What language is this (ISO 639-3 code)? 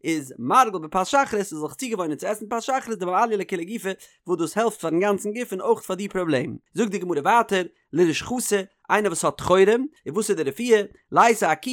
yid